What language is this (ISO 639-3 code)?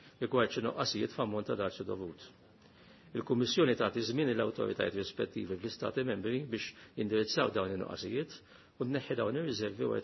mlt